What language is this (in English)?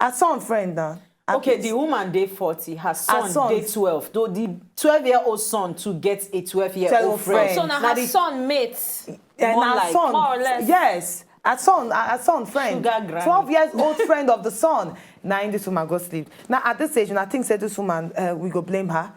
Nigerian Pidgin